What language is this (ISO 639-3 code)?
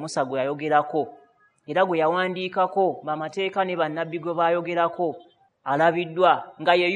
lug